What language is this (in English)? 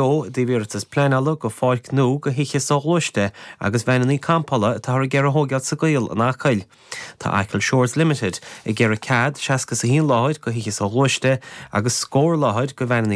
Irish